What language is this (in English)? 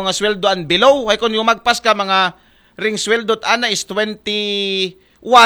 Aklanon